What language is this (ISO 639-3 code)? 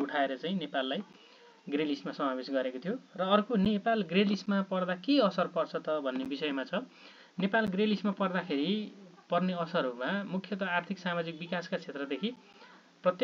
nep